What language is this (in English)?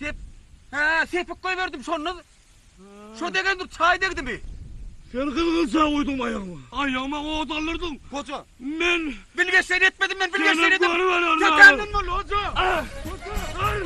Turkmen